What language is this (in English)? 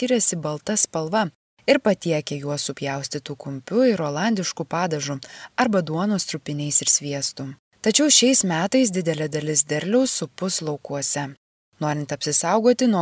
Lithuanian